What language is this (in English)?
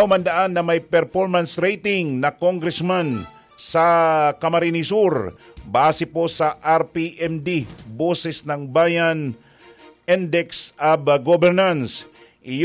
Bikol